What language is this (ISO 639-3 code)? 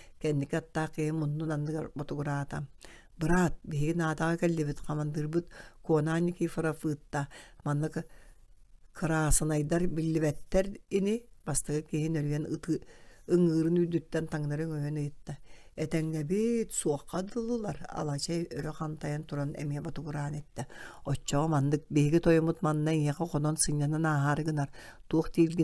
sah